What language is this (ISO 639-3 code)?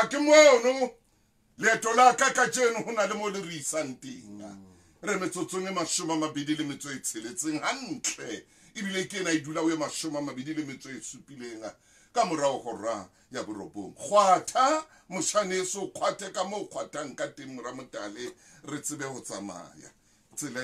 sot